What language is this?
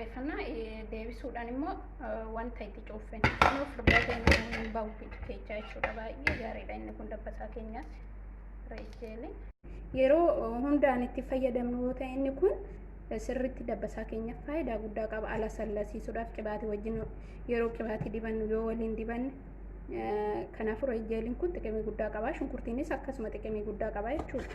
Oromo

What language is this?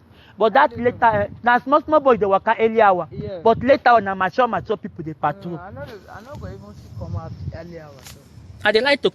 Nigerian Pidgin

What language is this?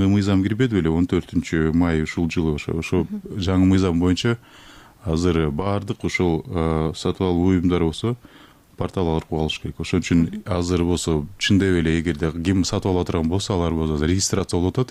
Kyrgyz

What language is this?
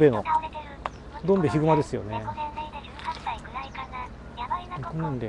Japanese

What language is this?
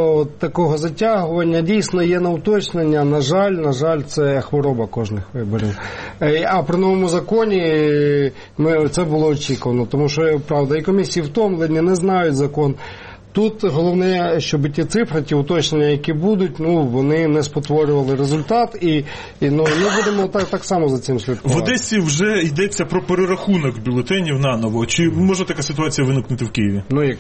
Ukrainian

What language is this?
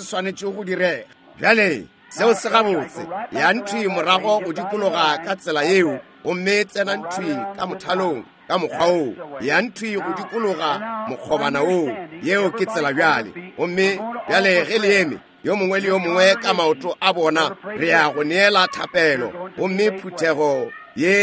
Northern Sotho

